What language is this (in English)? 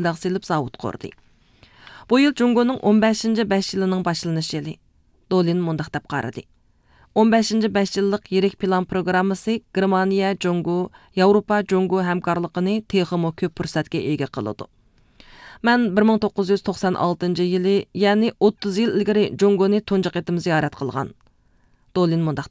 Uyghur